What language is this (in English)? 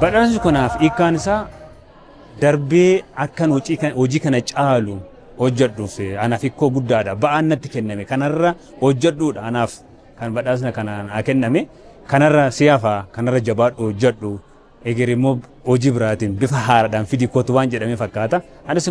Oromo